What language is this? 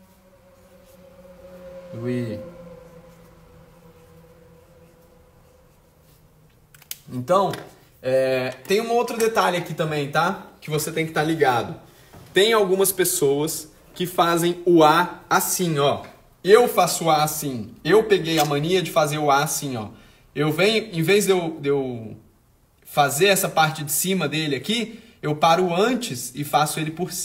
Portuguese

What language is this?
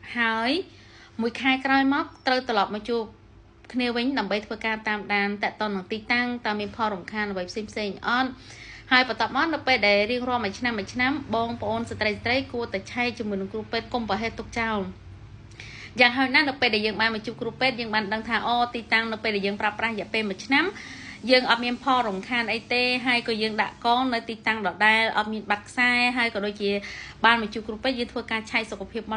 Khmer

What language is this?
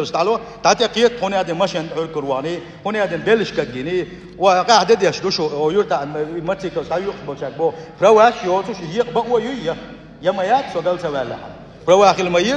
Chechen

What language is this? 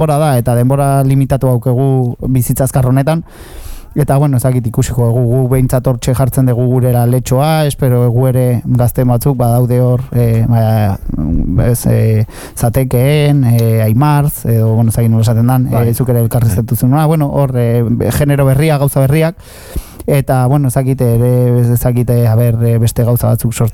Basque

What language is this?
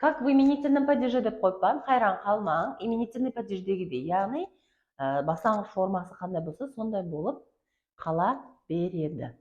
Kara-Kalpak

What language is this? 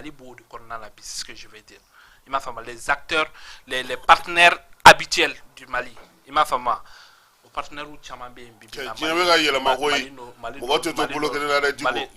Bambara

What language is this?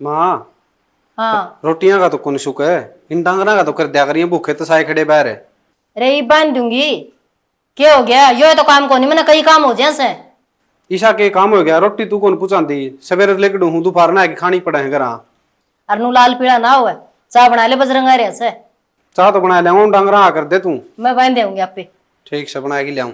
Haryanvi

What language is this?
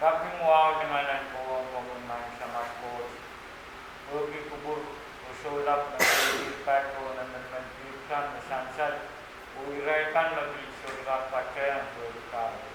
Pohnpeian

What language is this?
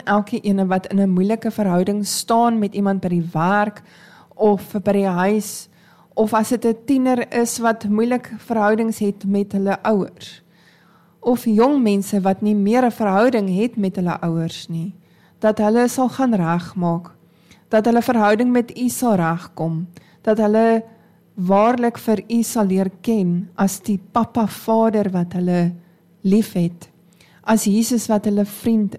Afrikaans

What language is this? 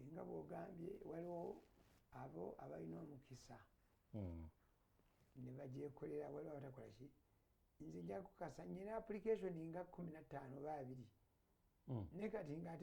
Ganda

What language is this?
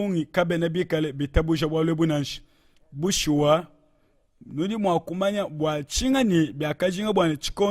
Luba-Lulua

